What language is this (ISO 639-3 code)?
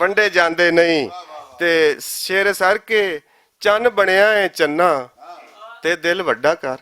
lah